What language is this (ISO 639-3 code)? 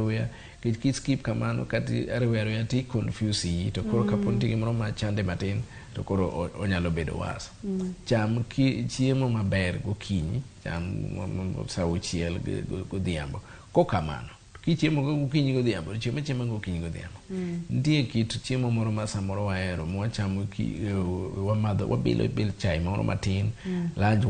luo